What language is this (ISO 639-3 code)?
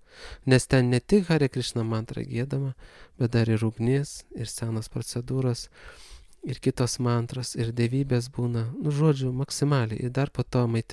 lit